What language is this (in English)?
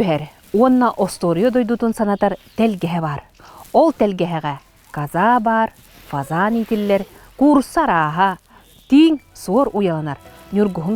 Yakut